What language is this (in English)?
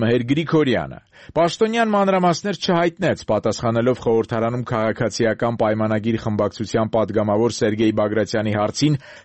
Armenian